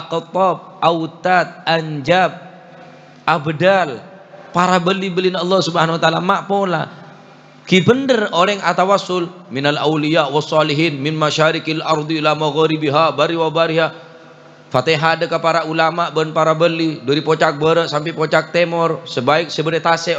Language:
Madurese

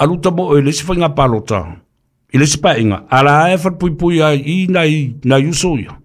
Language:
Samoan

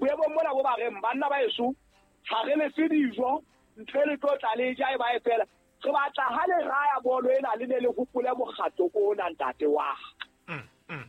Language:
Southern Sotho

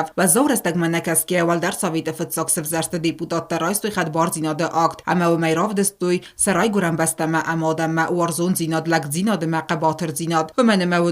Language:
Ossetic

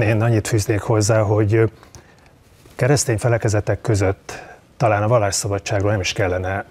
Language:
Hungarian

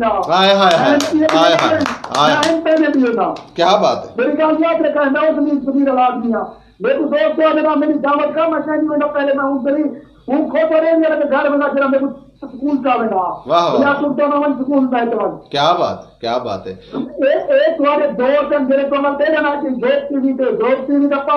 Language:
Saraiki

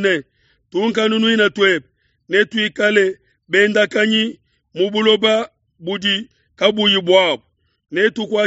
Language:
Luba-Lulua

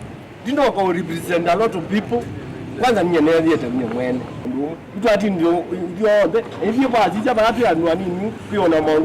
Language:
Kamba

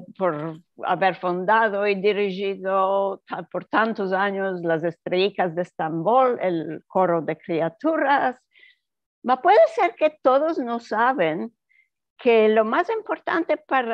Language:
Ladino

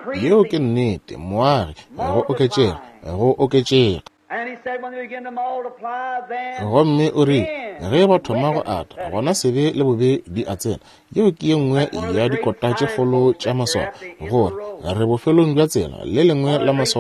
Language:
Northern Sotho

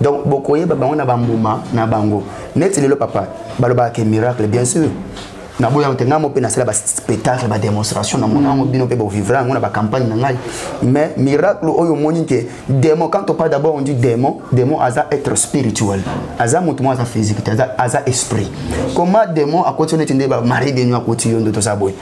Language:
Lingala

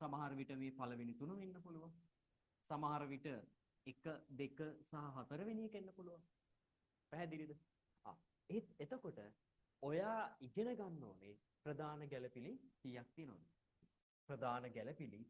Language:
Sinhala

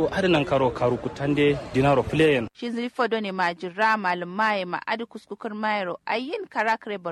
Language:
Kanuri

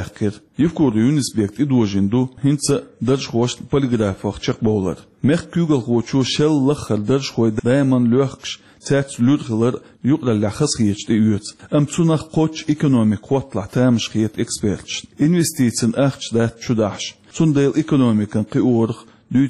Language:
Chechen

